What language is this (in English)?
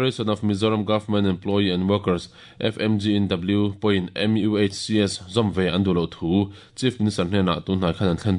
Mizo